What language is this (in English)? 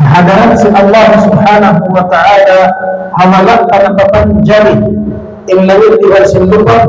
Tausug